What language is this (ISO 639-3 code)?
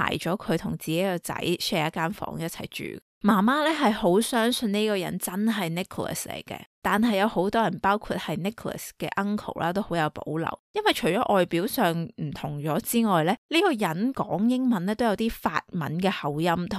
yue